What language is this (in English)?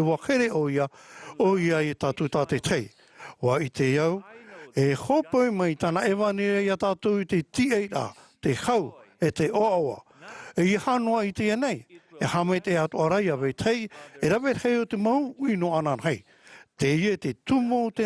Tahitian